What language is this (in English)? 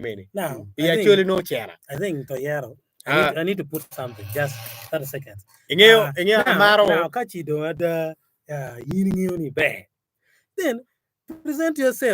Acoli